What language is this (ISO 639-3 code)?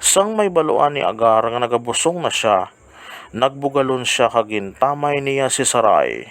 hil